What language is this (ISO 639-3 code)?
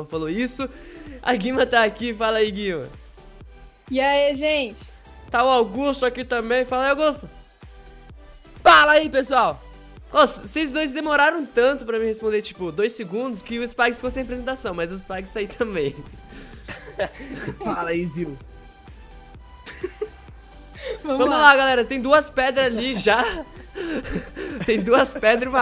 por